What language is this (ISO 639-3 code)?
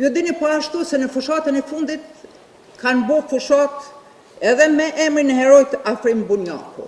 sqi